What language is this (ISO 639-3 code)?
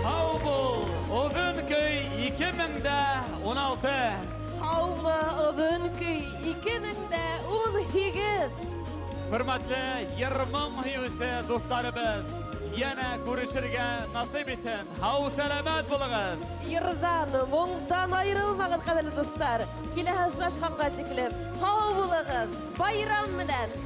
bak